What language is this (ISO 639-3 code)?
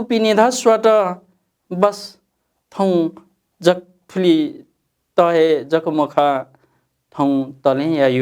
new